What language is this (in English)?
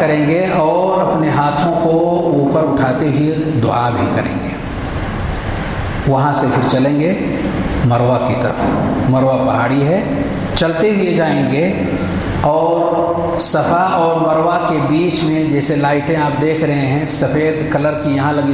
Urdu